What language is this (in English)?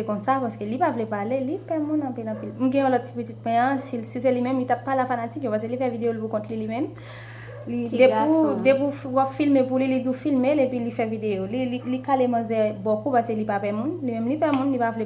Haitian Creole